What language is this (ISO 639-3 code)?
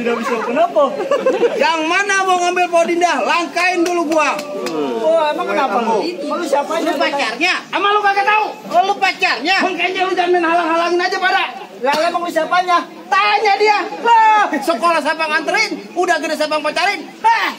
bew